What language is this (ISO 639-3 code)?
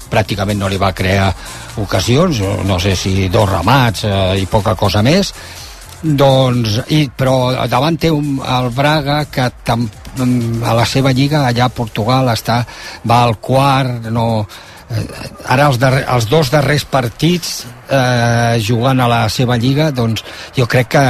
cat